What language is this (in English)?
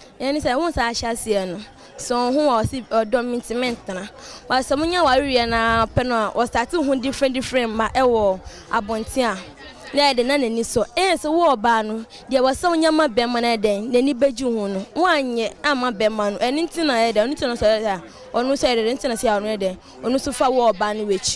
Akan